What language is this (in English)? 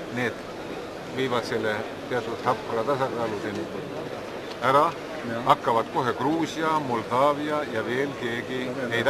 Estonian